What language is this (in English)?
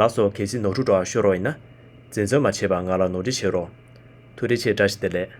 Tibetan